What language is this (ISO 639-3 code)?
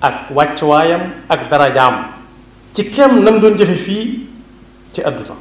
wol